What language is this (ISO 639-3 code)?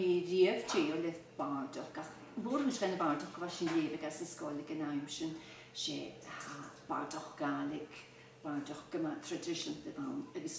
cym